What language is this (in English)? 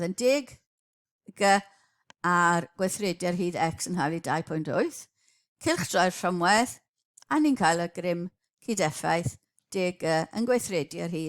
Welsh